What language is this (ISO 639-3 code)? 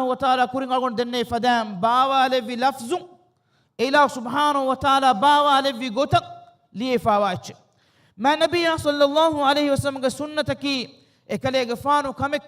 div